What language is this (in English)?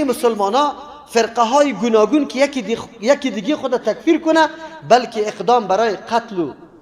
Persian